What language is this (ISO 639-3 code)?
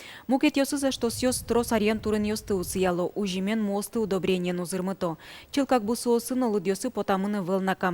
udm